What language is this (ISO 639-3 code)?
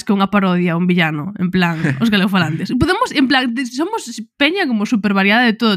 glg